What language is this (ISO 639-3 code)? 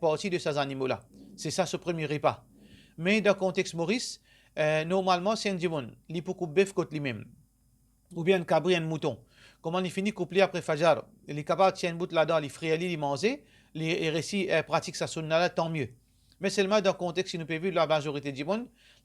mfe